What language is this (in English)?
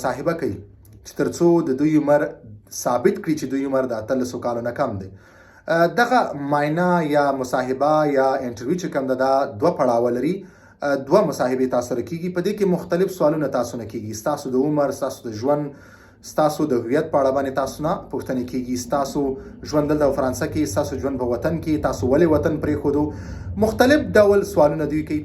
Pashto